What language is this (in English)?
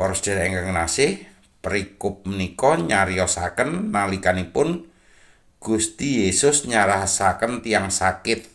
Javanese